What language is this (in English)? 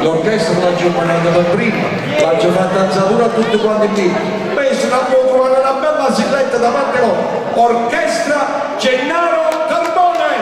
Neapolitan